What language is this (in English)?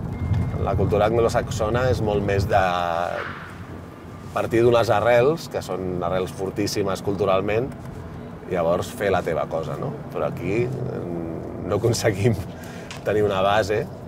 Catalan